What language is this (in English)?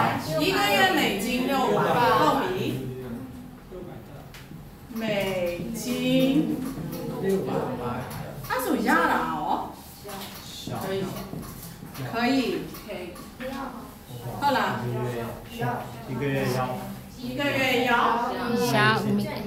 Burmese